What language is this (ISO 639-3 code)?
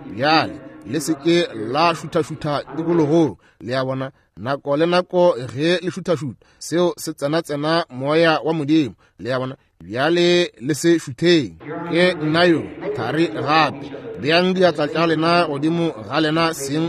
nso